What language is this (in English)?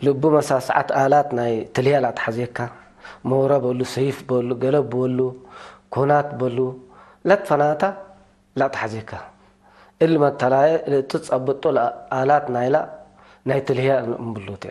Tigre